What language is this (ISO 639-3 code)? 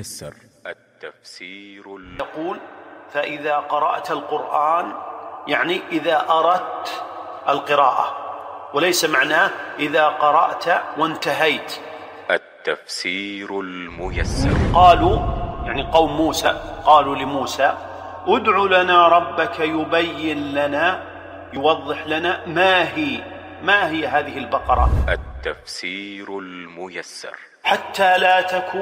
ara